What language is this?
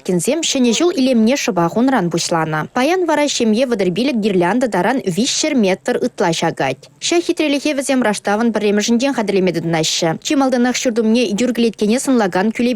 Chuvash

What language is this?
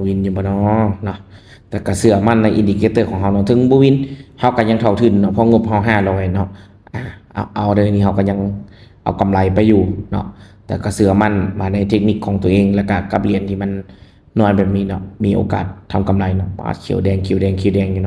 Lao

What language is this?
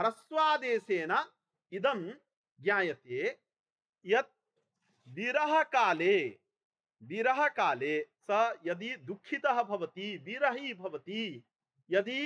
Sanskrit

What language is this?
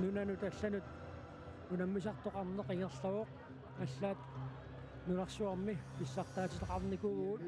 Kalaallisut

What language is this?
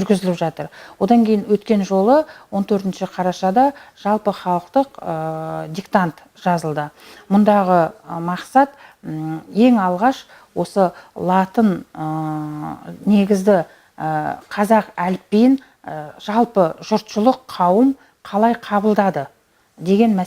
Kazakh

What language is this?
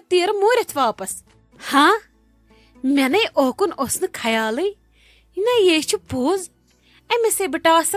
Kashmiri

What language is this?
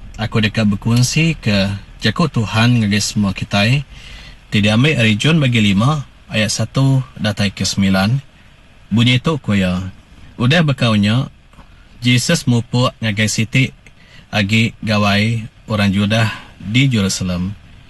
Iban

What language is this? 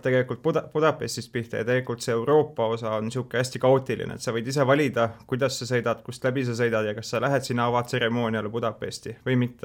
Estonian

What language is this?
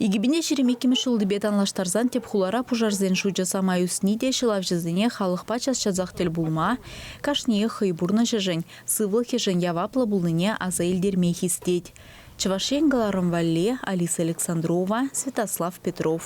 Chuvash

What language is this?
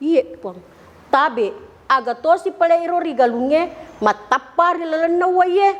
Buginese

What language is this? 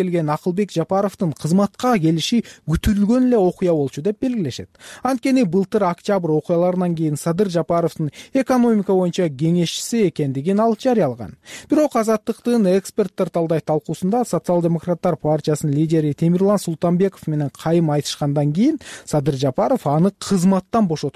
Kyrgyz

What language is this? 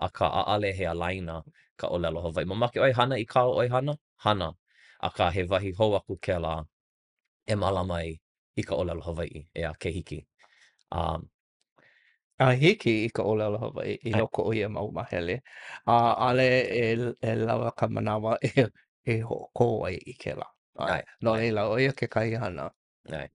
Hawaiian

